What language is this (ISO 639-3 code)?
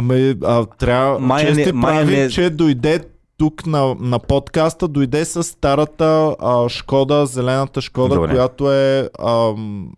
bul